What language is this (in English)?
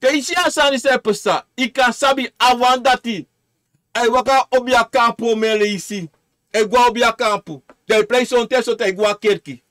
Sranan Tongo